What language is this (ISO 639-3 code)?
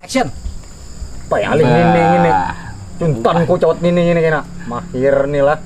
bjn